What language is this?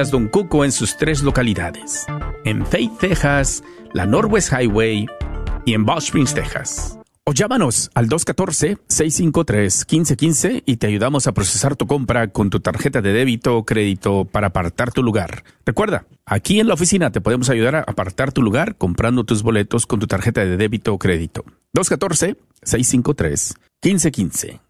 Spanish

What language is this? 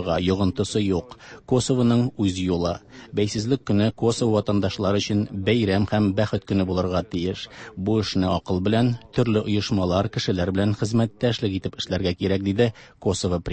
Tatar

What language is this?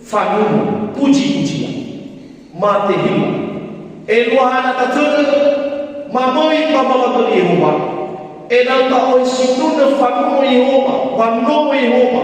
Nias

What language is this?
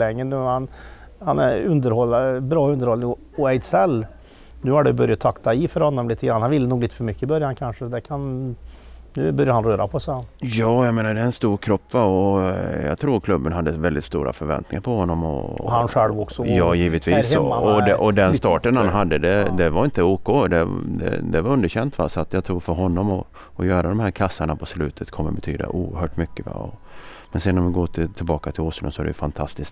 Swedish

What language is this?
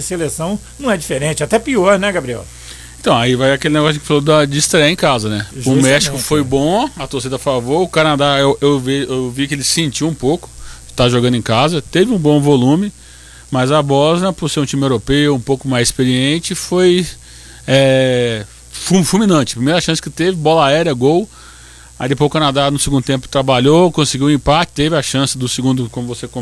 Portuguese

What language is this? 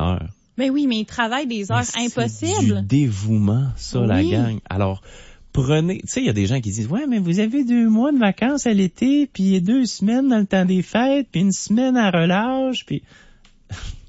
French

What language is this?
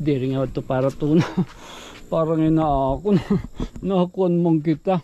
Waray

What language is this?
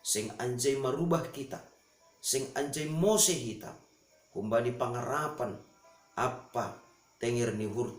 Batak Simalungun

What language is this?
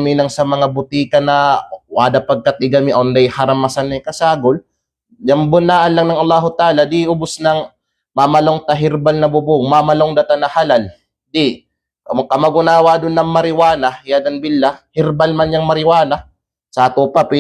Kalagan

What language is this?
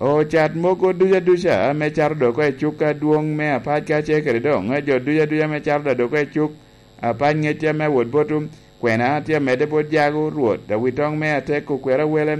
Lango (Uganda)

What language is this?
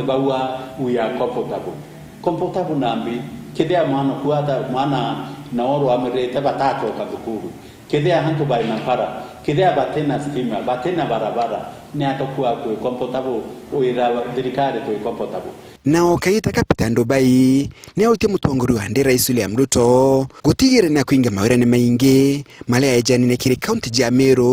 Meru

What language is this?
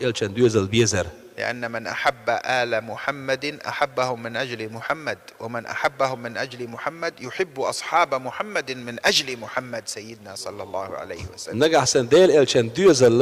Chechen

